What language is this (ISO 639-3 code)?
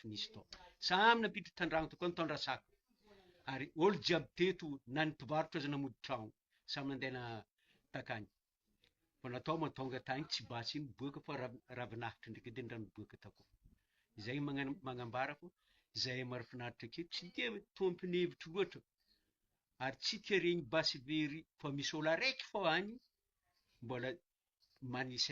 mlg